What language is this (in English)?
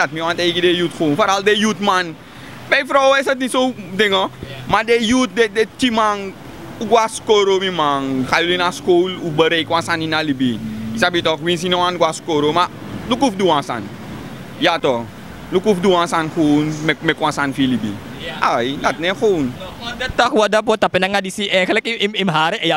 Sranan Tongo